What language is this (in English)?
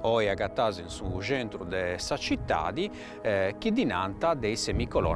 Sardinian